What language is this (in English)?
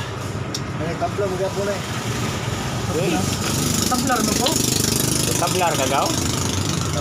Cebuano